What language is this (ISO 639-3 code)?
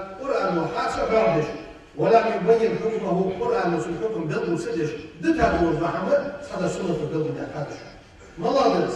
inh